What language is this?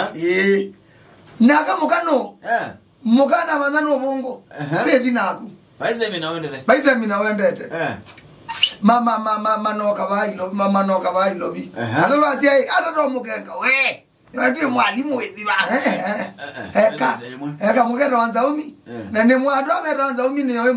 Kamba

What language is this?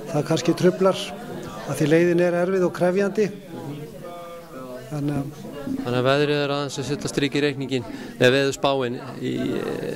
Icelandic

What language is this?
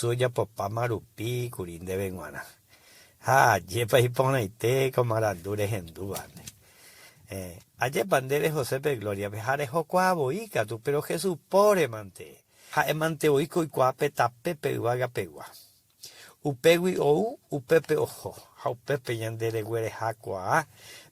Guarani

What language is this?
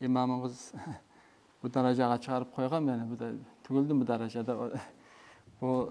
Kumyk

